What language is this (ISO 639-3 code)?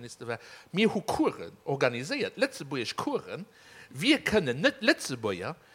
ltz